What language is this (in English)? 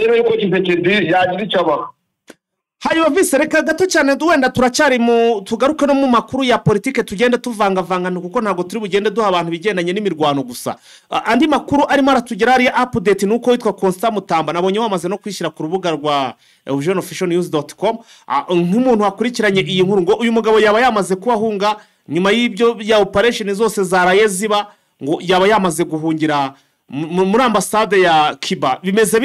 Kinyarwanda